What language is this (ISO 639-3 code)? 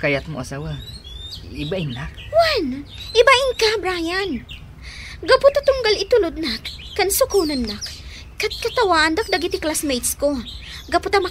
ilo